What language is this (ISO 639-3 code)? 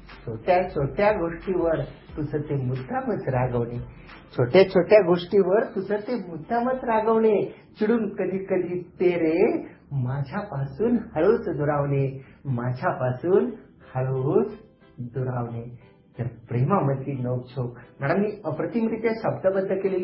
mar